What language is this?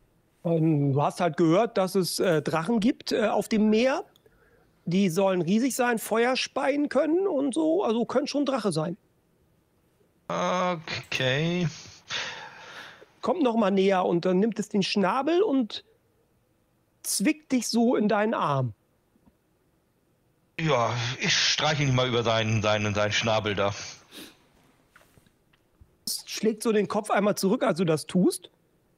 German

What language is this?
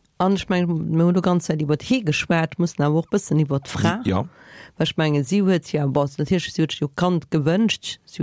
Luxembourgish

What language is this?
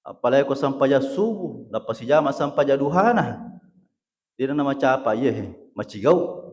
Buginese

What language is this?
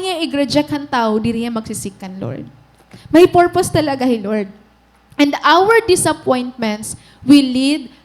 Waray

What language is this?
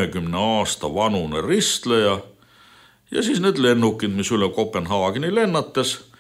Estonian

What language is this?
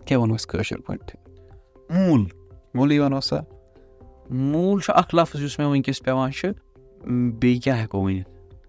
Kashmiri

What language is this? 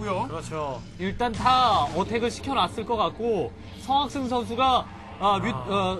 Korean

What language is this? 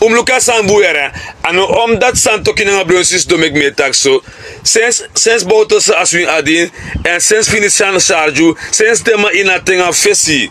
Sranan Tongo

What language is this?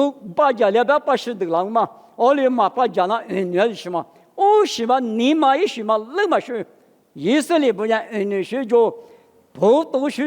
Lisu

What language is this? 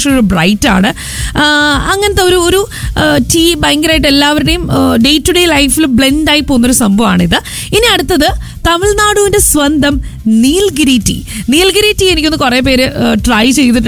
Malayalam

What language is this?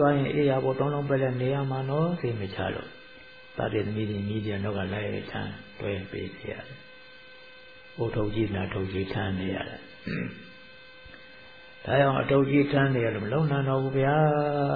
Burmese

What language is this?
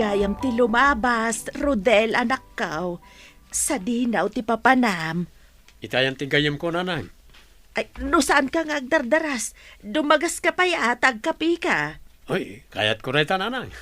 Iloko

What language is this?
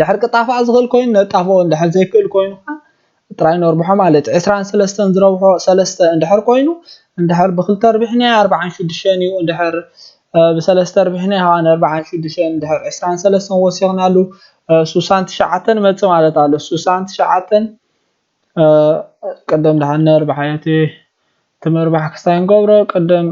Tigrinya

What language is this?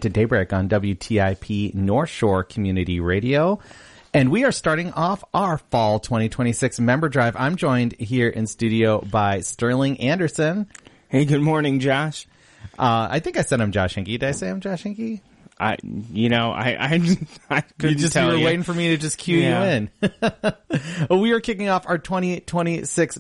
English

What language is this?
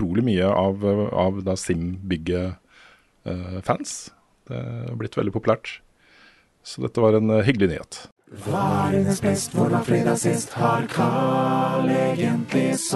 Norwegian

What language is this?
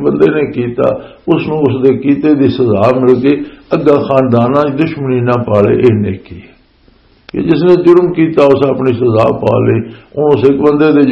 Western Panjabi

